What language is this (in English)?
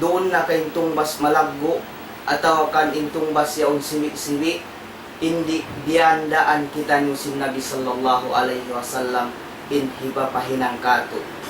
Tausug